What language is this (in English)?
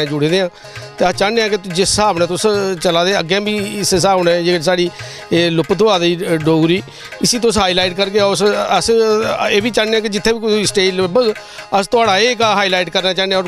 Dogri